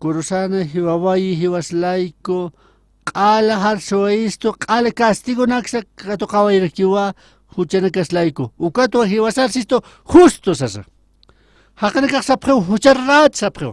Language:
Aymara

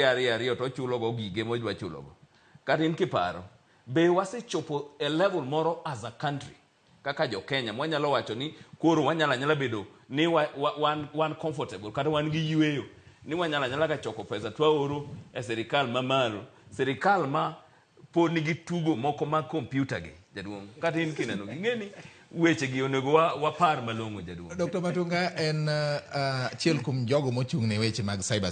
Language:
Luo (Kenya and Tanzania)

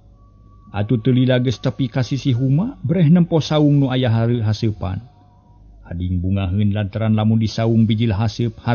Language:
Sundanese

